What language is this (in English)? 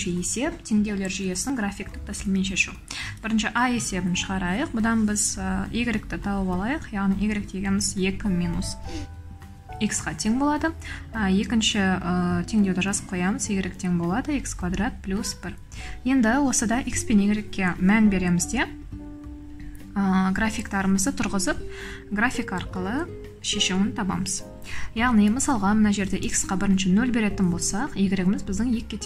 Kazakh